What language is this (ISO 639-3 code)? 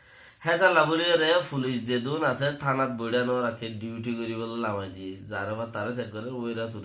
rhg